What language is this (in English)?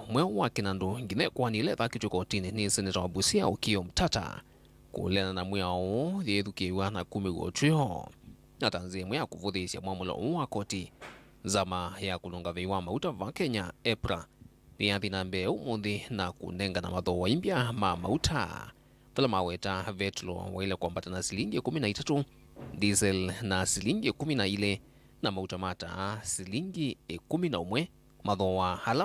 Kamba